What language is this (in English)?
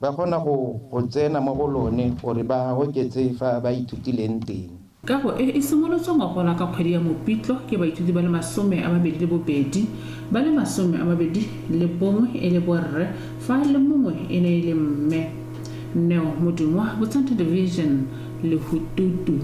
Tswana